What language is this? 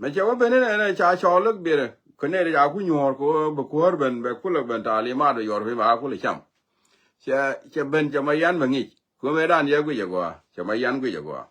Nuer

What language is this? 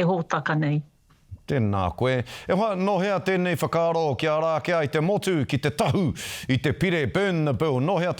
Māori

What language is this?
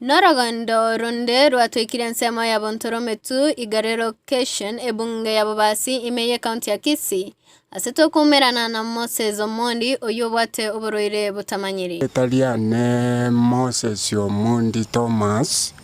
Gusii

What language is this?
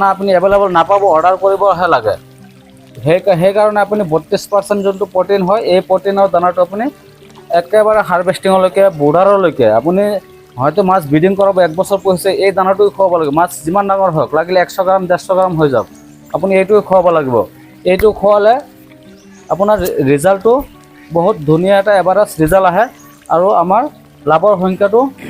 Assamese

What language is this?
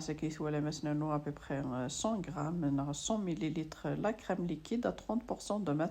Kabyle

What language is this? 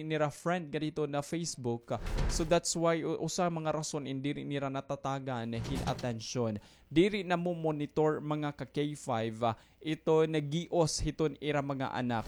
Waray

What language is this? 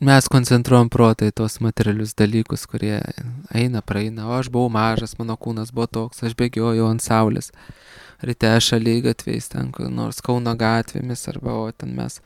Lithuanian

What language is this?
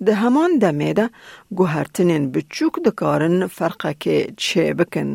Kurdish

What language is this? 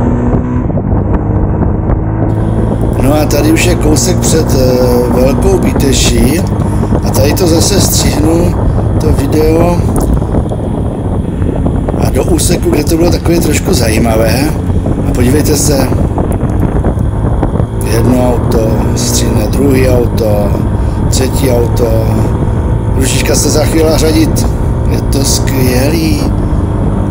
Czech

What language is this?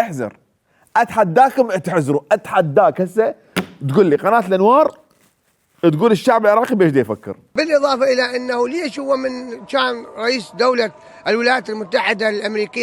Mesopotamian Arabic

